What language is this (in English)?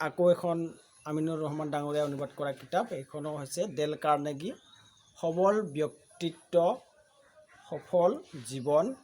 Assamese